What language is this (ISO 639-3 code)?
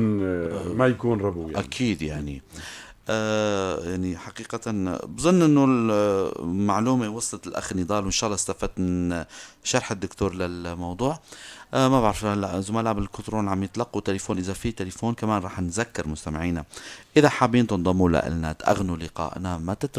apc